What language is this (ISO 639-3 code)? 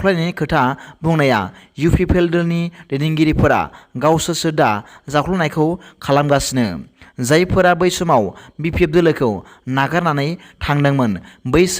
brx